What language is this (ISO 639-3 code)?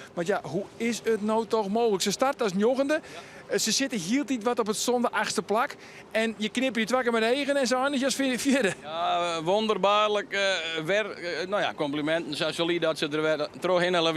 fry